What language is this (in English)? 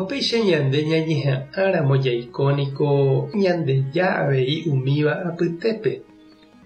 Guarani